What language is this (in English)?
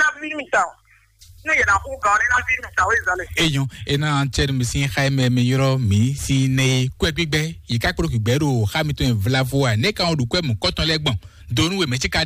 Fon